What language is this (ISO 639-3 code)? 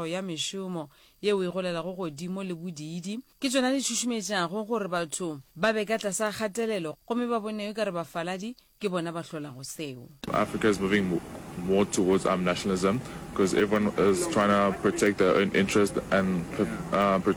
nso